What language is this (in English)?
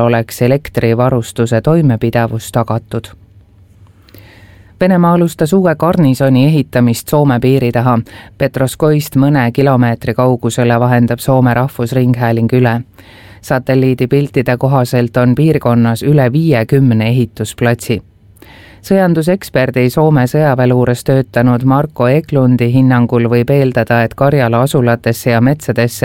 Estonian